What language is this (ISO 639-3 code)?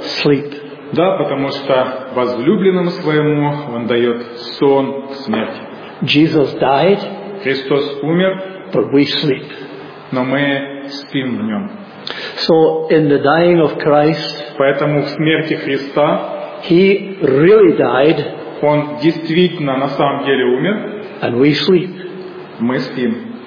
rus